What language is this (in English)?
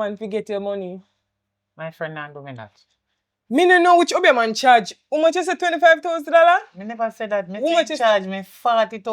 Jamaican Creole English